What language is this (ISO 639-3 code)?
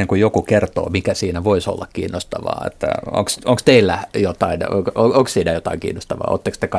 fin